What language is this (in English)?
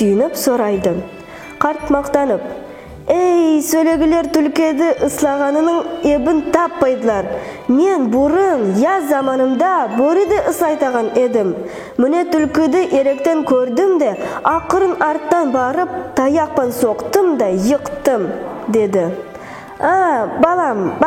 Nogai